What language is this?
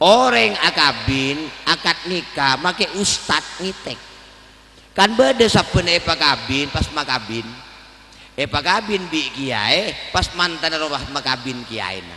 Madurese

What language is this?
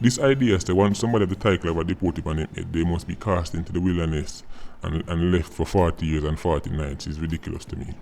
Jamaican Creole English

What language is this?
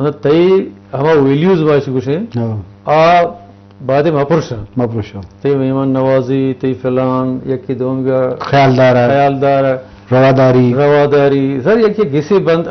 Eastern Balochi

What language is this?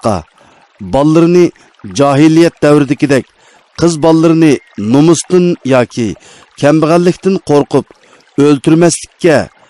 Uyghur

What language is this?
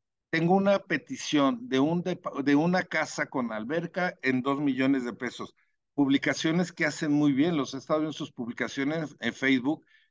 Spanish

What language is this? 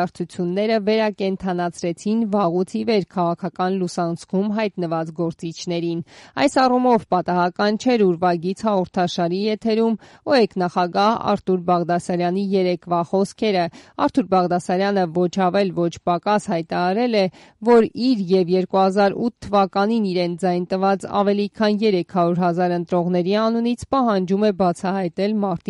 Armenian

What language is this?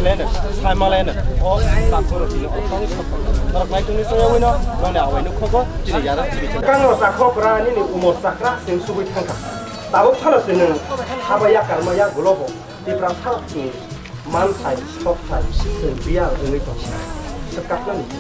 Kok Borok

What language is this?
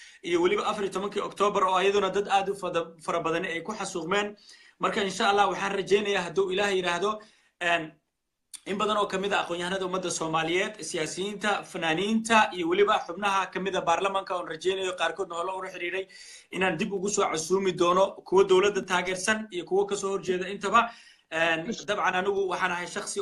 Somali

